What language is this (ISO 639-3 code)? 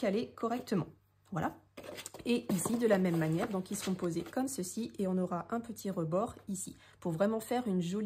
fra